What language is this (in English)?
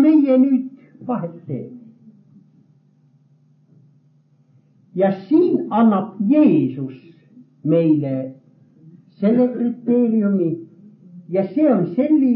Estonian